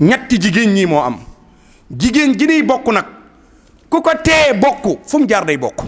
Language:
Wolof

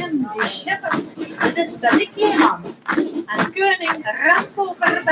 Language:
Limburgish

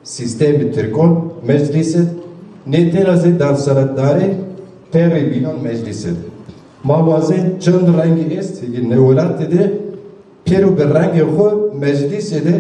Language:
Zaza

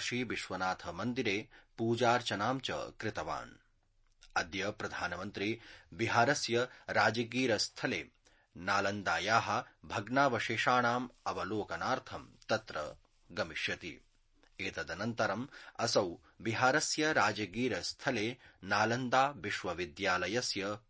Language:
Sanskrit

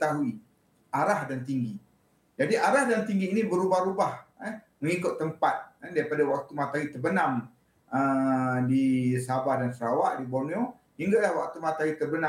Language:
Malay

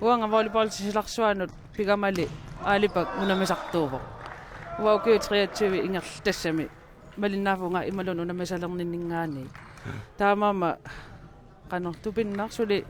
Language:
Kalaallisut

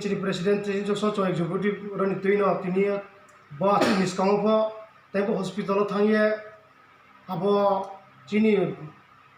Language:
Riang (India)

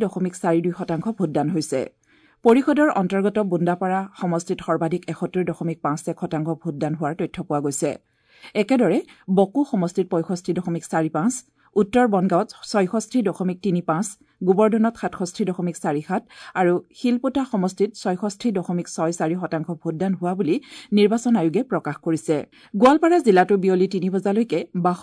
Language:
Assamese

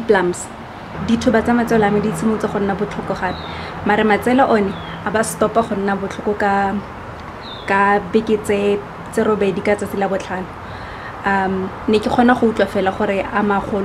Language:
Tswana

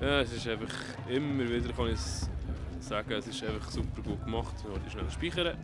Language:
Swiss German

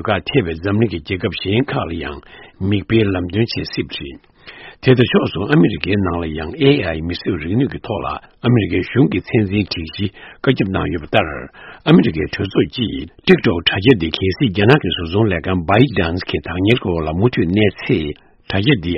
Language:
Tibetan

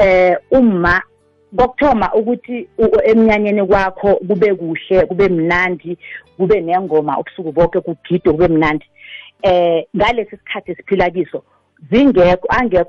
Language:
South Ndebele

